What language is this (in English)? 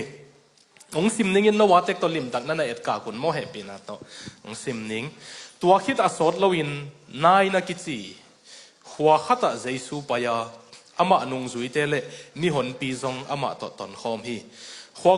Tedim Chin